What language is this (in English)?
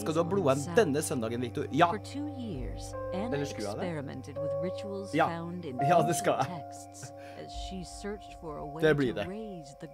Norwegian